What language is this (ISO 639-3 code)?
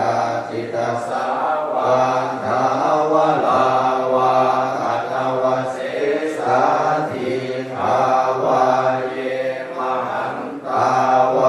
pli